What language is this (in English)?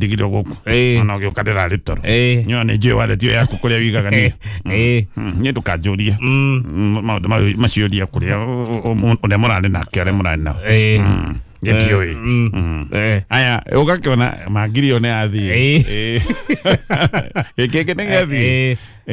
Kikuyu